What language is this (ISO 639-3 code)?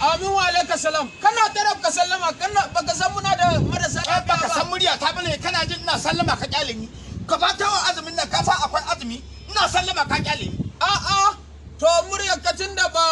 hau